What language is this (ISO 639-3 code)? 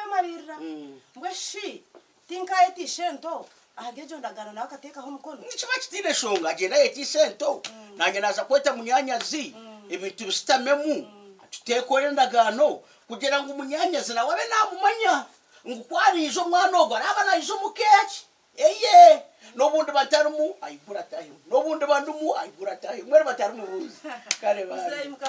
nyn